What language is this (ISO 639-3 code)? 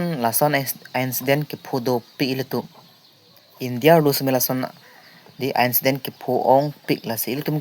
mjw